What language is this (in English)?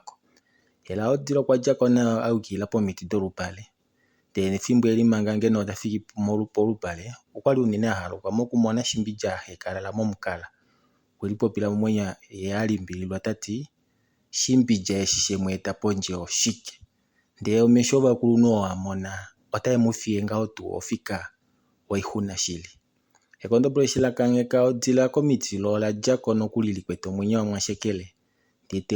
Kuanyama